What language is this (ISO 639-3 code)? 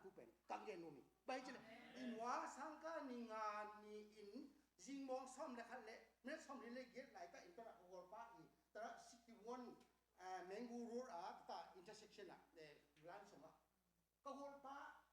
ctd